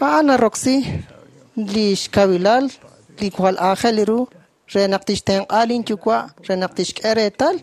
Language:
Kekchí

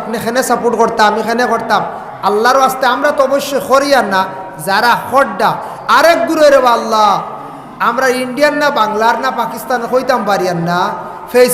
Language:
Sylheti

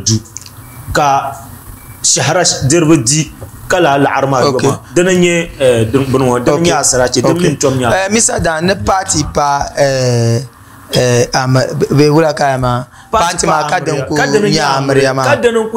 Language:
Dagbani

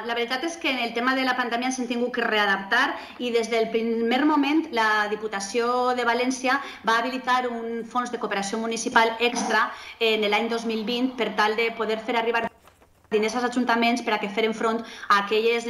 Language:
Catalan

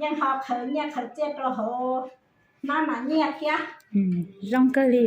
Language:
Hmong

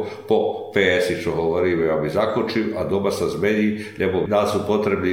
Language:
Slovak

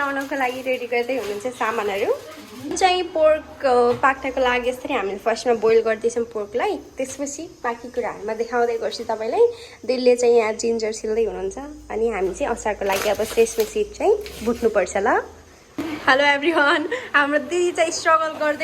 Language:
Nepali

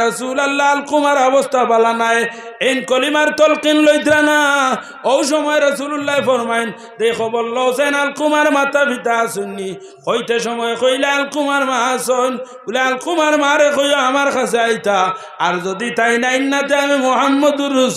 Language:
Sylheti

